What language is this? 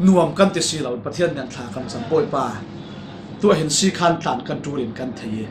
Falam Chin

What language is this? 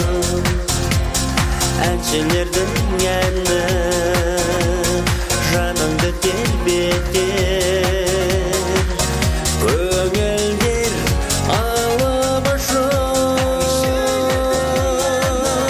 Kazakh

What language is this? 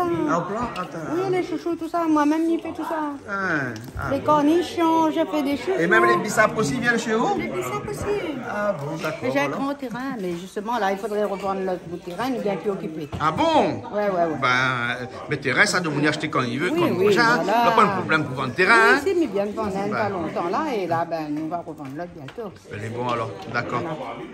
Réunion Creole French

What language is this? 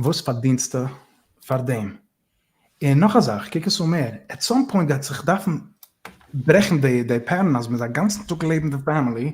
Yiddish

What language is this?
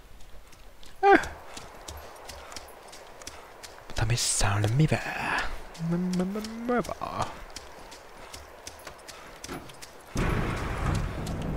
Finnish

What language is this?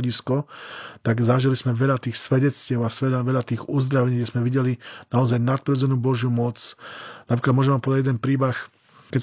Slovak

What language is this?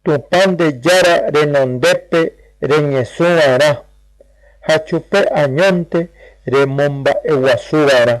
Guarani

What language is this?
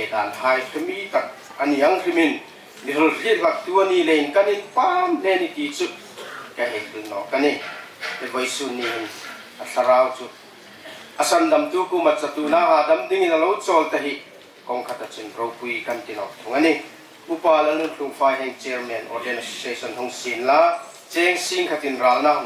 Hmar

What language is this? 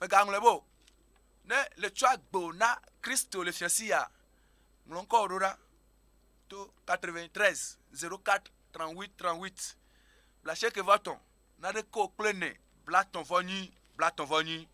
Ewe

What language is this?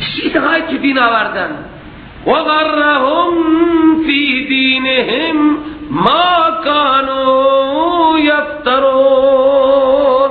Persian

